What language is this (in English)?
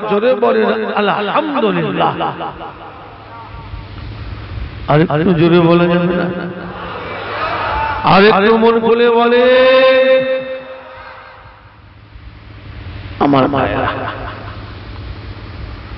Bangla